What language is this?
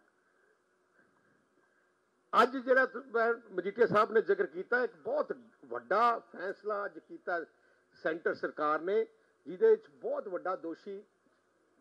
Punjabi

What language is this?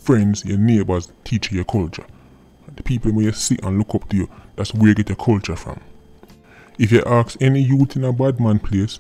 Jamaican Creole English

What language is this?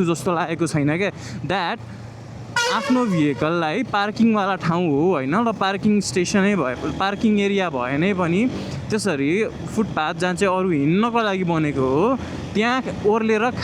Nepali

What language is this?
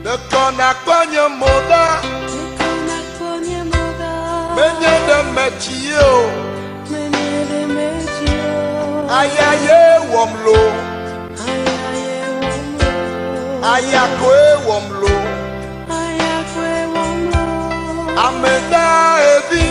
Ewe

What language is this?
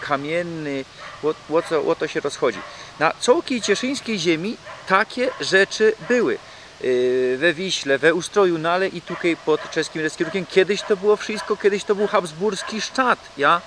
Silesian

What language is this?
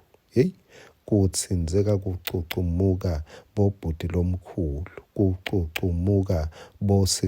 Swati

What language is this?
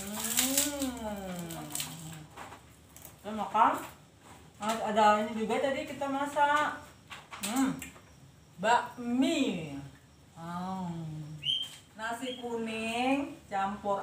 Indonesian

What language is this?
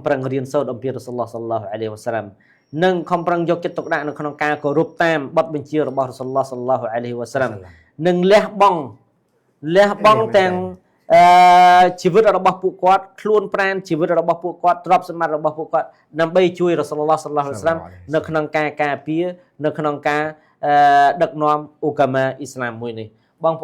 Khmer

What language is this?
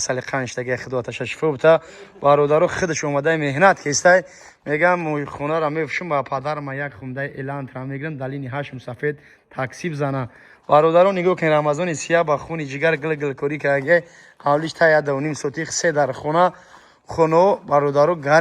Tajik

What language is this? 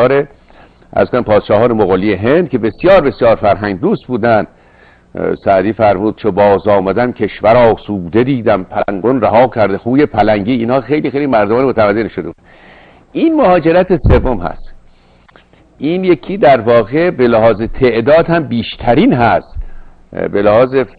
Persian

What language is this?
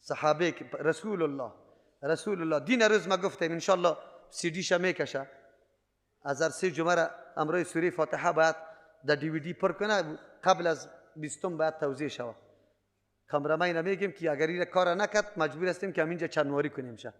Persian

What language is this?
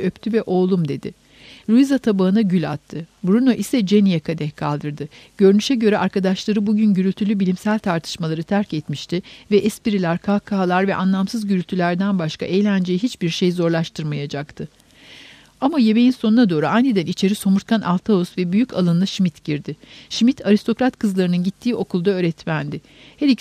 Turkish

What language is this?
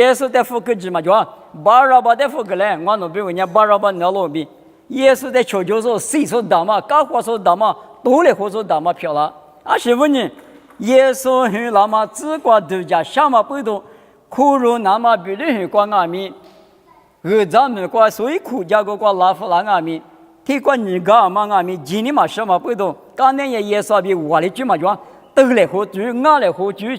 Lisu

